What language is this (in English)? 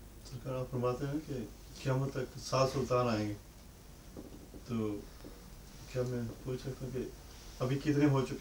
Urdu